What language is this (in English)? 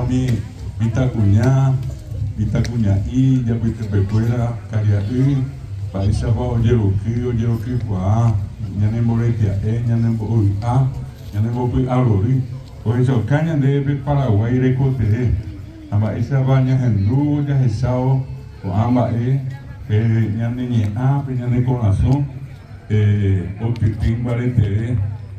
Guarani